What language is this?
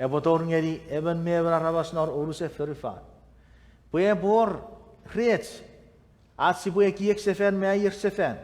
Chuukese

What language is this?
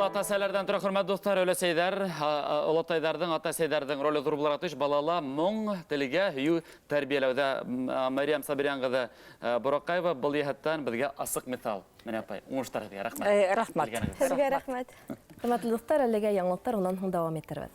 Bashkir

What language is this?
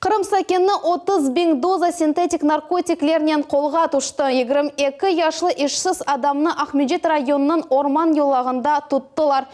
Crimean Tatar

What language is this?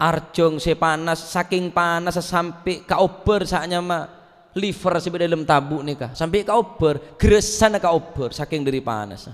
Madurese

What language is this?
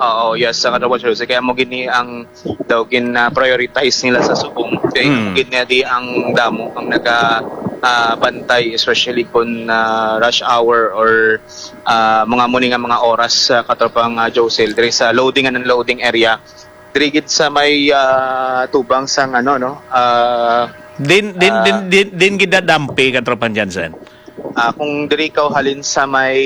Hiligaynon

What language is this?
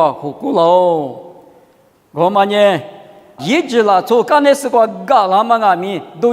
Lisu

